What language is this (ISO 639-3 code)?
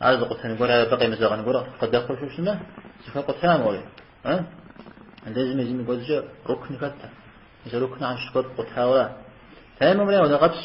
kbd